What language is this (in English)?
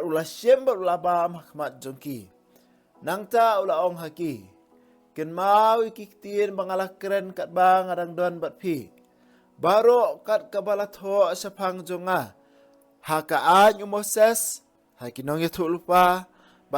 Khasi